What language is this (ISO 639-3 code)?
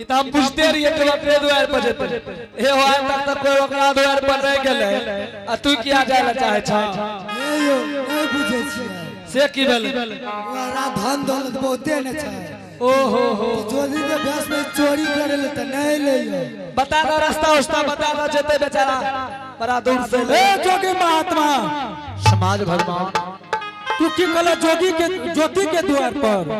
anp